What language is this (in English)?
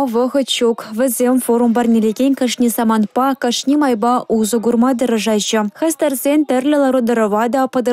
Chuvash